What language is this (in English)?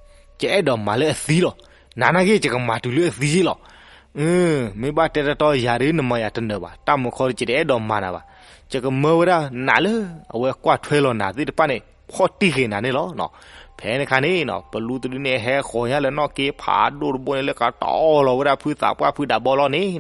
S'gaw Karen